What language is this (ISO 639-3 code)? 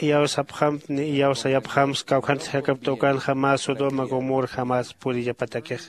aym